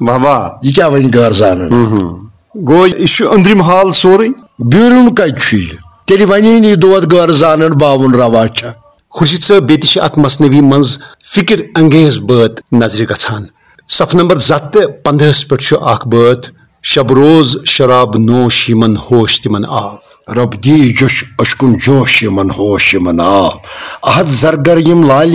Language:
Kashmiri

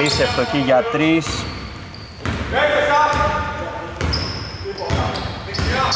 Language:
Greek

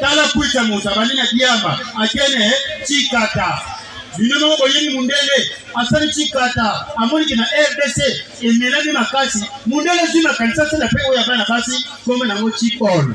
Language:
Lingala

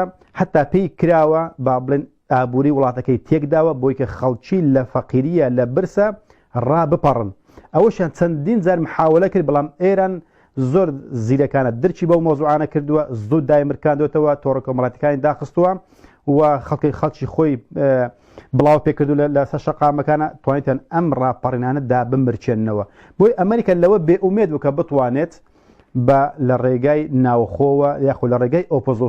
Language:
Central Kurdish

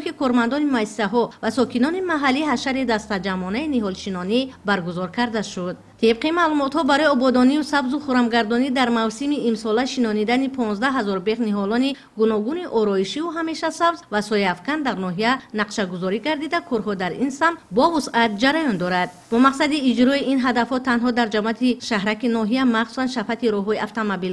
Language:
Tajik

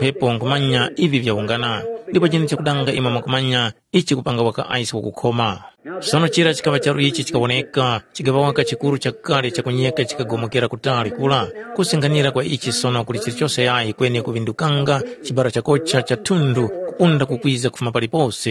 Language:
Tumbuka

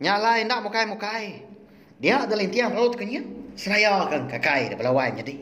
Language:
Iban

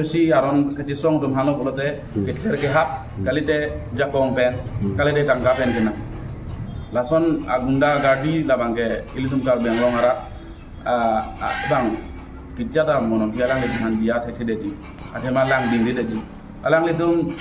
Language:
Karbi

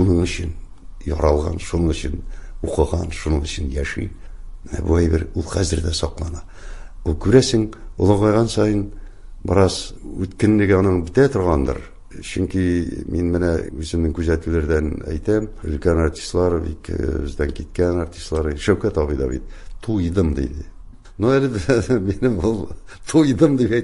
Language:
Tatar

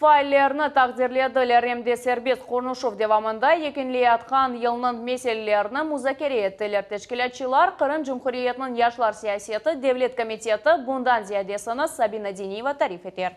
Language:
Crimean Tatar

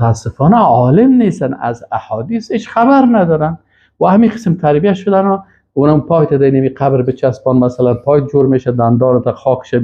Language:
Persian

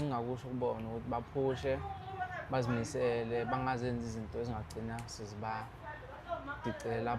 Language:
Zulu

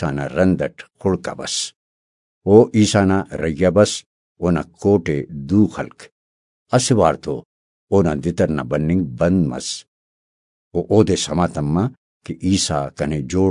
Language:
Brahui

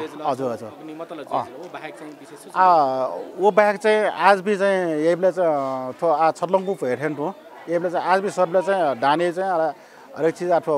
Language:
Newari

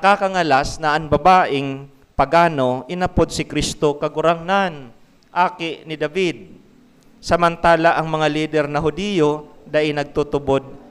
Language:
Bikol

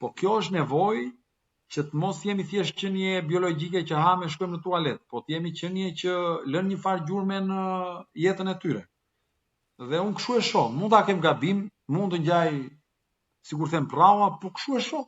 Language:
Albanian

